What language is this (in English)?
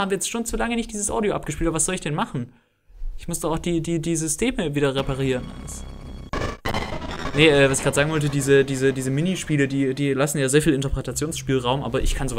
German